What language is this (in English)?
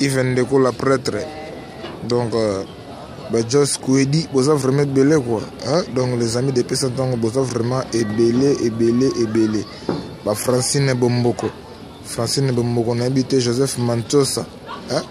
Lingala